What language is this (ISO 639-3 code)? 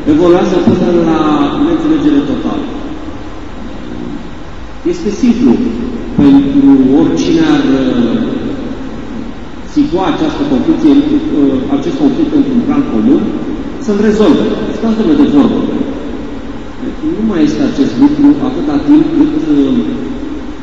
ron